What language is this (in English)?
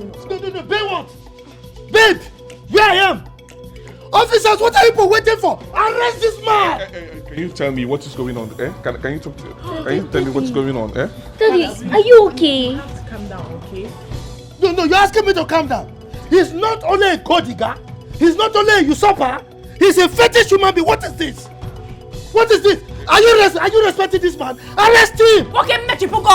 Nigerian Pidgin